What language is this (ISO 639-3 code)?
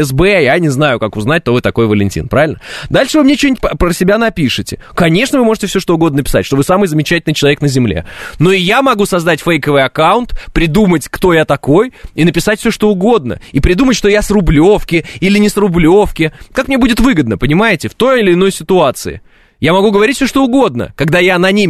rus